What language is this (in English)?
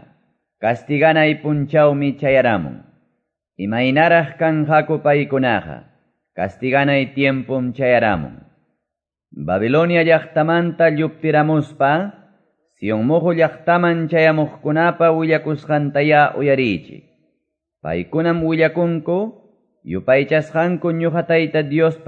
Quechua